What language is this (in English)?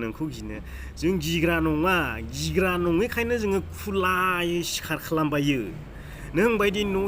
Bodo